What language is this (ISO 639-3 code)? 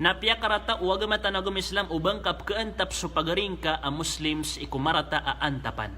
mrw